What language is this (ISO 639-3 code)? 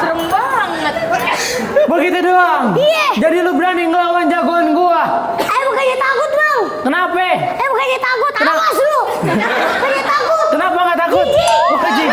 bew